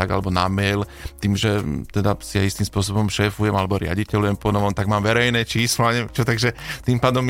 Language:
Slovak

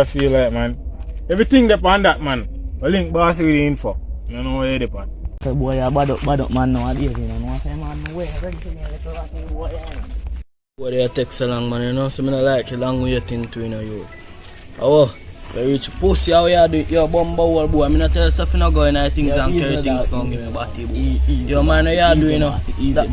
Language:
Jamaican Creole English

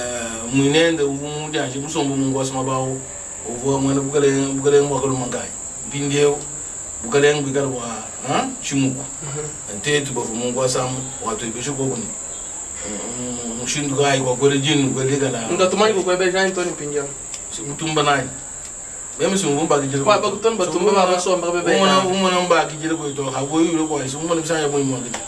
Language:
Luba-Lulua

